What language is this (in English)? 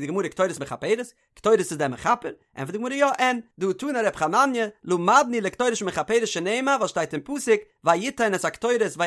Yiddish